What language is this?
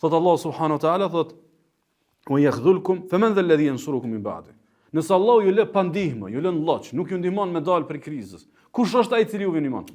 Albanian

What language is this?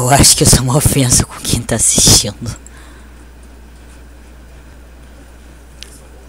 Portuguese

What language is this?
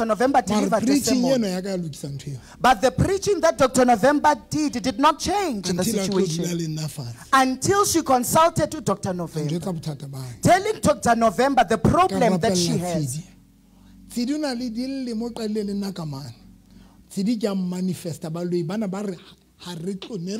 Southern Sotho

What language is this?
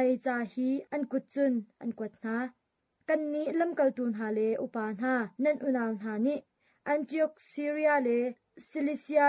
Hakha Chin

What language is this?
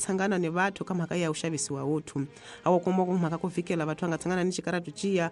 Tsonga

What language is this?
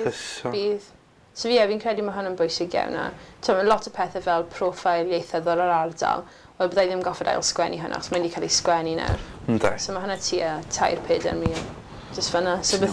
Welsh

